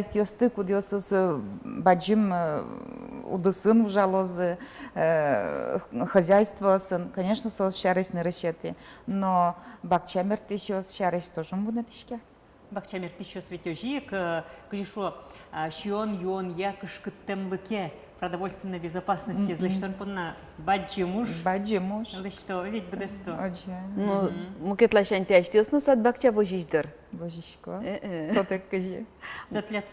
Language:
Udmurt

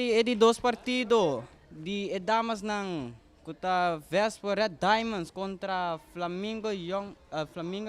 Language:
Papiamento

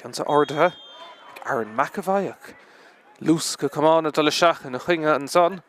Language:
Irish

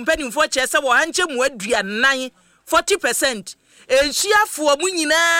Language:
Akan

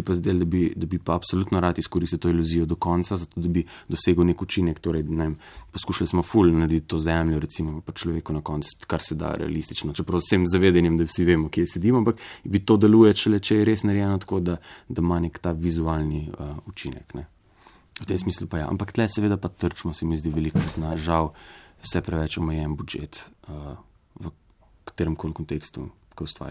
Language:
Slovenian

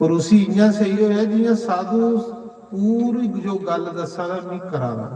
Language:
Dogri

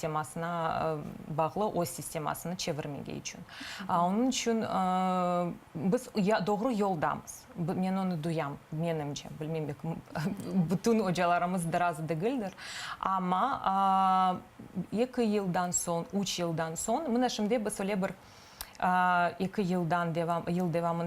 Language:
Crimean Tatar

